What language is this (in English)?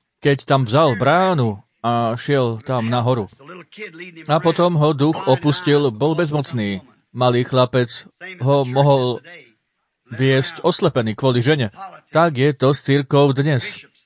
Slovak